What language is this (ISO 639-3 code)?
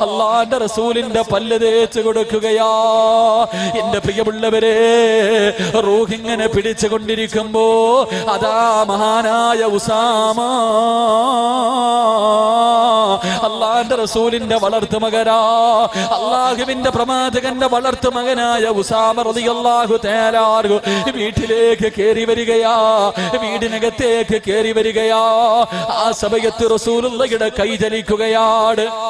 mal